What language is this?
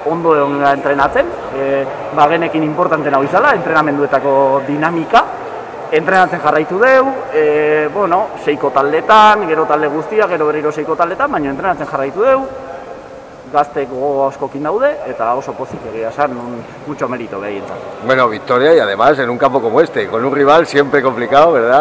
Basque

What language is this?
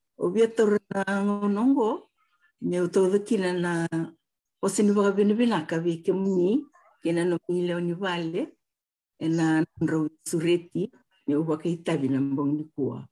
Fijian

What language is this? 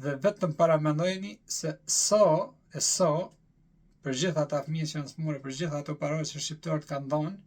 Albanian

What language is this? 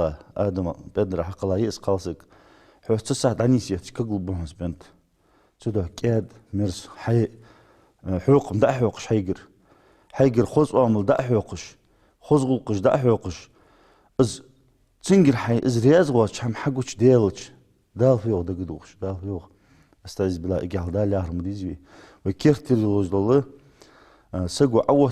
Ingush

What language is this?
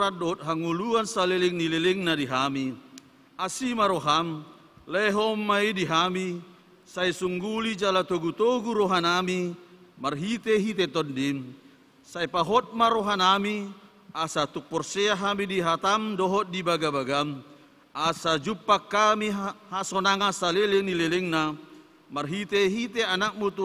Batak Toba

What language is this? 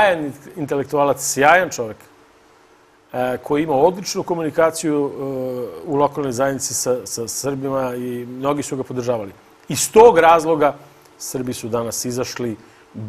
Serbian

